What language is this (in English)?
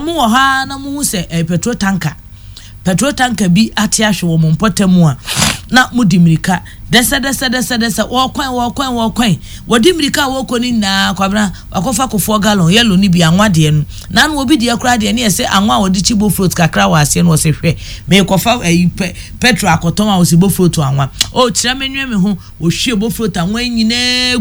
Akan